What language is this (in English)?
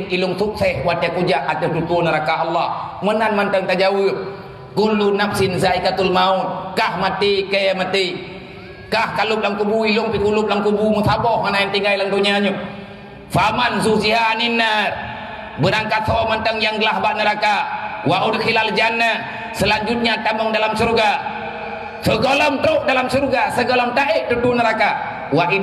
Achinese